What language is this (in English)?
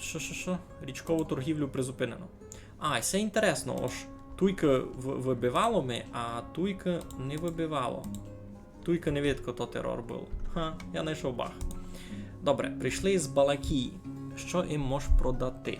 Rusyn